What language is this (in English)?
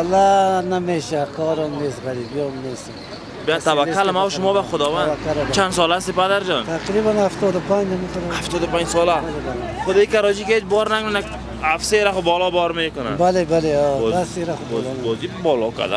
Persian